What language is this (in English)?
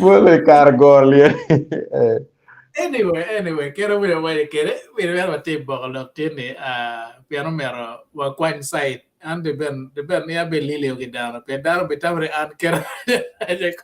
Acoli